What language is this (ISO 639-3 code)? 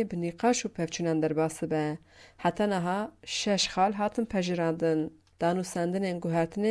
kur